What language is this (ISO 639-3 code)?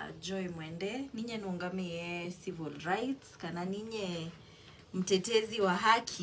kam